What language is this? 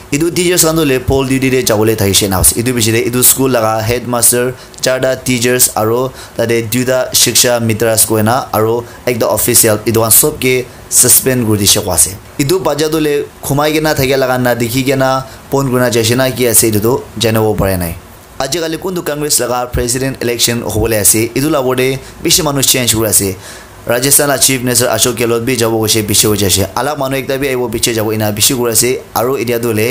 Naga Pidgin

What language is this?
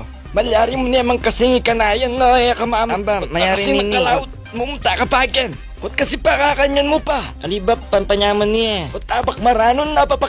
Pampanga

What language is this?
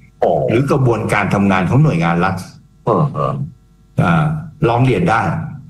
Thai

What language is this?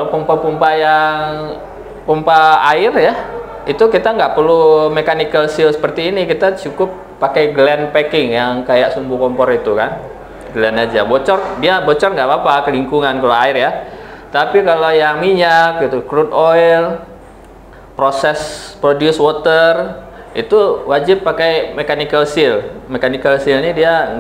Indonesian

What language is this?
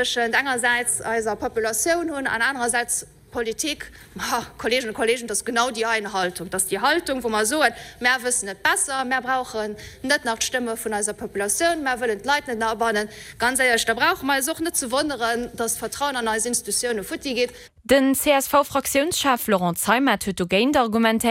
Luxembourgish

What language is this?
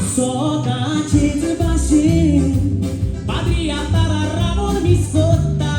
Konkani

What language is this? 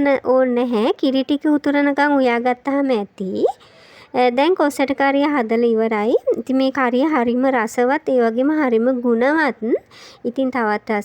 Sinhala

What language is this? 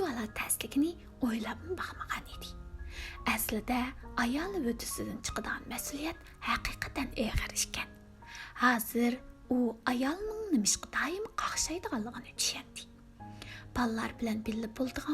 Uyghur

